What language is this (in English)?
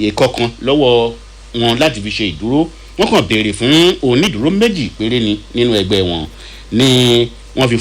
Yoruba